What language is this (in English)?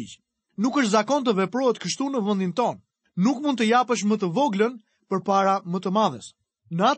Albanian